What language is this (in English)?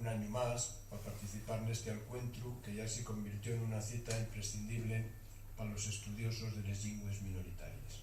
Asturian